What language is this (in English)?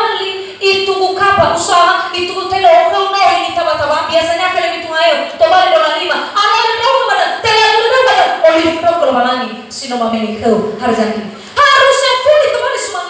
Nias